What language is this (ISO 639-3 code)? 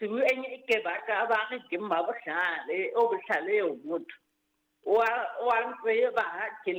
sot